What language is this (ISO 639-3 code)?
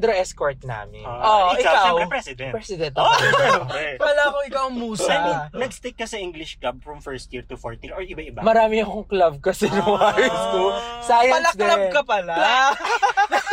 fil